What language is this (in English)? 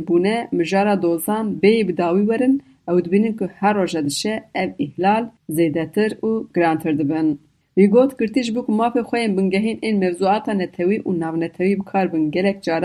Kurdish